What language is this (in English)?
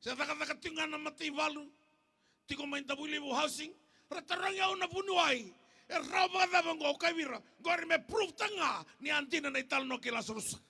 Fijian